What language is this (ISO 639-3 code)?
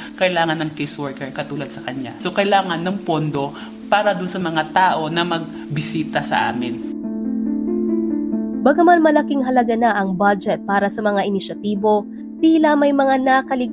fil